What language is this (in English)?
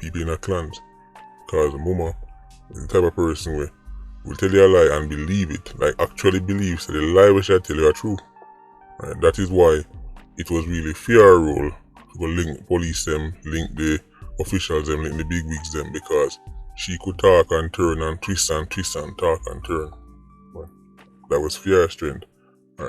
Jamaican Creole English